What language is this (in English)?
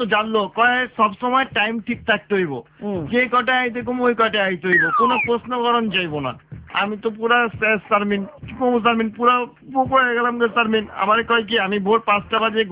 Bangla